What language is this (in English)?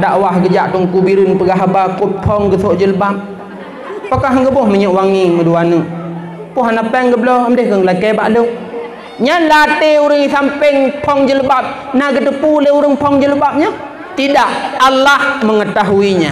Achinese